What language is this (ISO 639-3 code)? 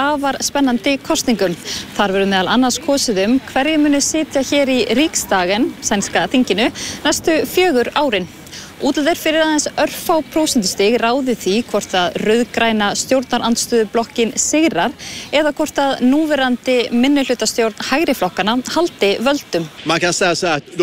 isl